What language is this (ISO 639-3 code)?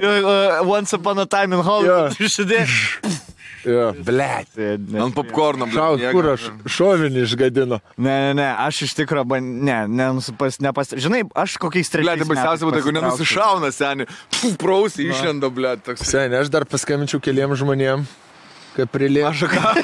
lit